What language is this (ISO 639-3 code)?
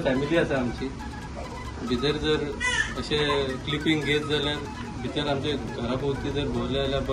kok